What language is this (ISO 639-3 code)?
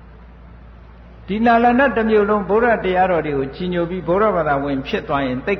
mya